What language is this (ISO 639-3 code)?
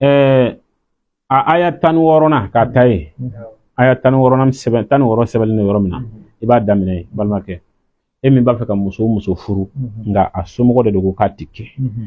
bam